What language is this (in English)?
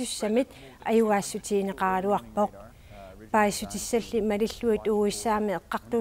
Kalaallisut